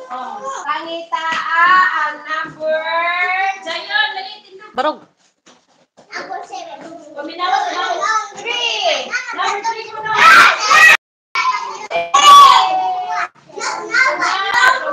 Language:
Cebuano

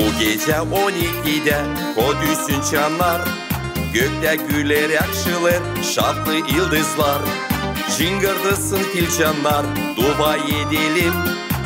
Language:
Gagauz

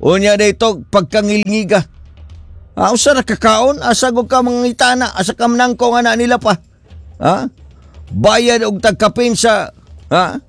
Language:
Cebuano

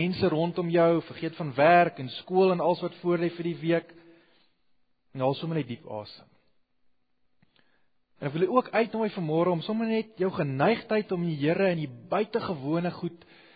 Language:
Afrikaans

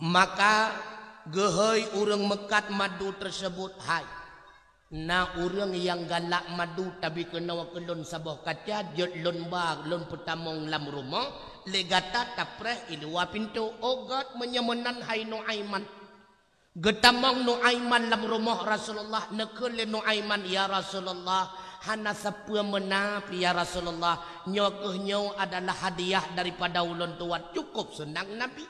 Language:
Achinese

